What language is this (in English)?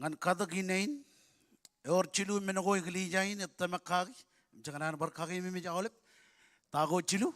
Marshallese